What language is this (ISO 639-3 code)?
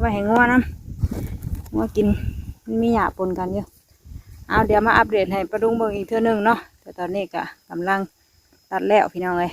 tts